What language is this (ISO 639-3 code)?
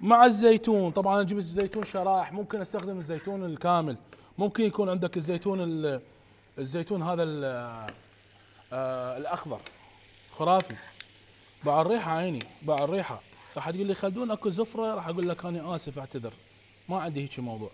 acm